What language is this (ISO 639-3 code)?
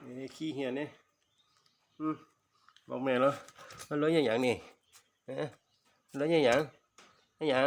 lao